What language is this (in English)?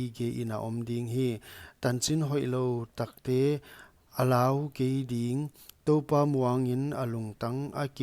Paite Chin